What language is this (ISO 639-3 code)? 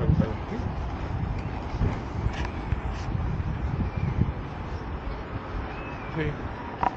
spa